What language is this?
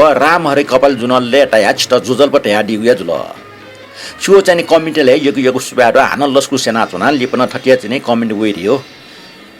Newari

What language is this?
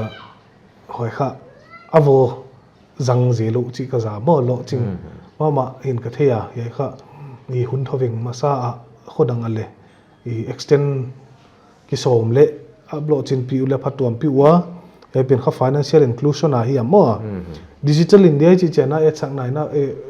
Paite Chin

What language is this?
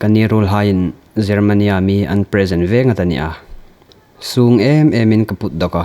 Hmar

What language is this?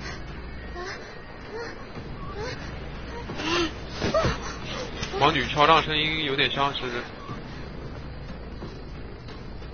Chinese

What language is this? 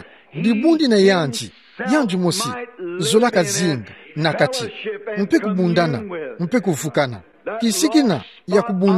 Kituba (Democratic Republic of Congo)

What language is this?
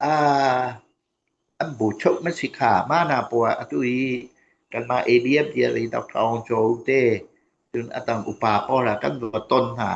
Hakha Chin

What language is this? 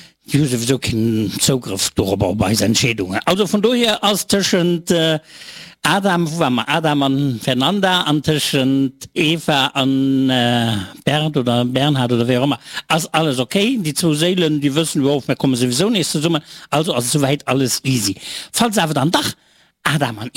Luxembourgish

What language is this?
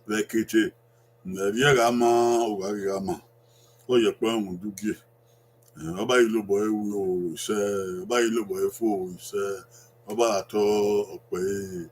Bini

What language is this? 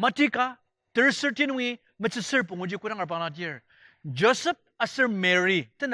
Ao Naga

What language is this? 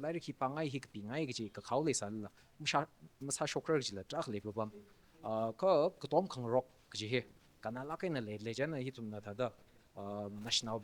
Tangkhul Naga (India)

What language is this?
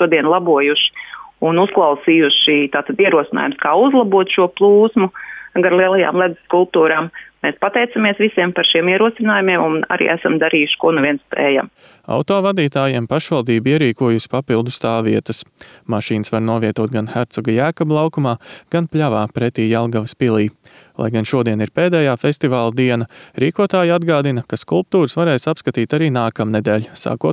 Latvian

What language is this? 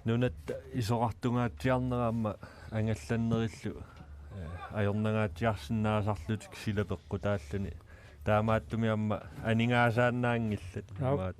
Kalaallisut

